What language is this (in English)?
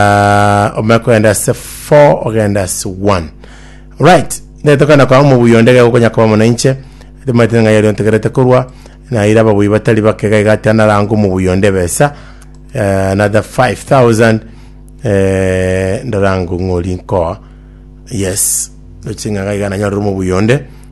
Gusii